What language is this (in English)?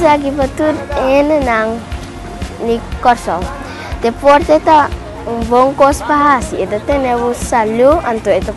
Papiamento